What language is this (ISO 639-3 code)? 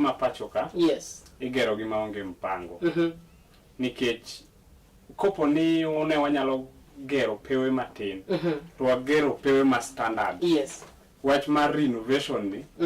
luo